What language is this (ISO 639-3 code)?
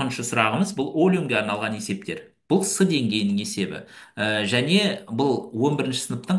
kaz